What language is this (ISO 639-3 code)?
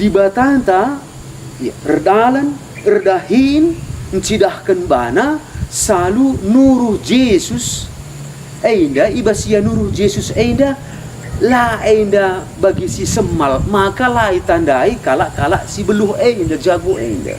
btx